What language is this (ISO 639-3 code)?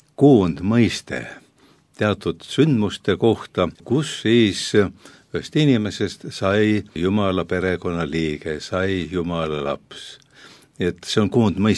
est